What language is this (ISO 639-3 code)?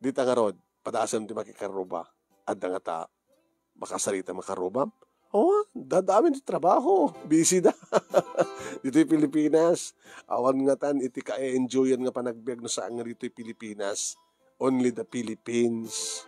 ilo